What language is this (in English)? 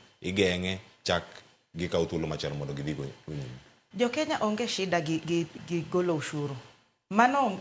Luo (Kenya and Tanzania)